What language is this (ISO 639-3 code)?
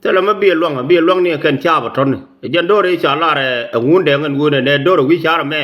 nus